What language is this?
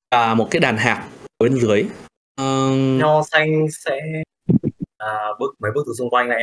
Vietnamese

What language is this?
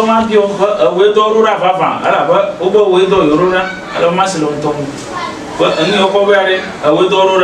Ewe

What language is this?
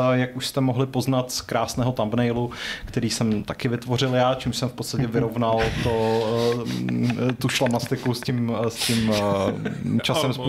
Czech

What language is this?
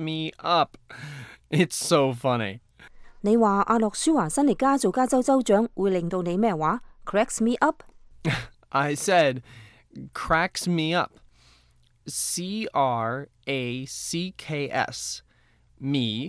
Cantonese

